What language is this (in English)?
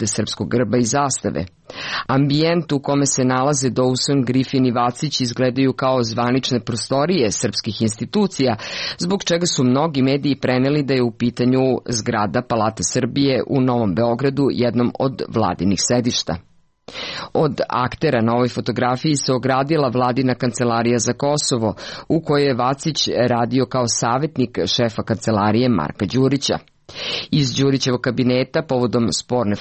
Serbian